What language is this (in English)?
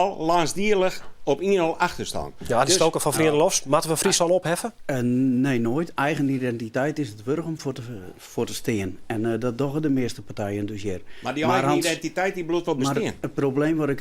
Western Frisian